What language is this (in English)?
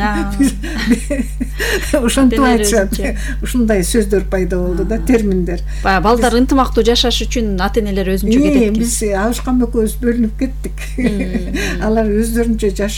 Kyrgyz